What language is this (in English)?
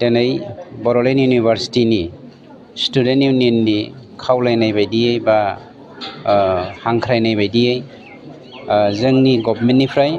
Bodo